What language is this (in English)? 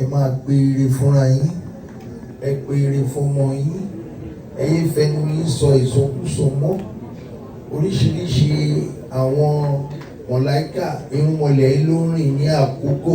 Yoruba